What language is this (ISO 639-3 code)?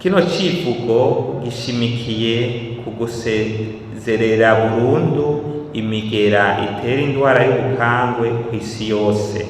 run